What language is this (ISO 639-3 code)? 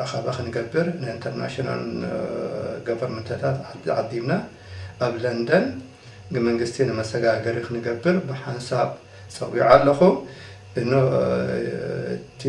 tir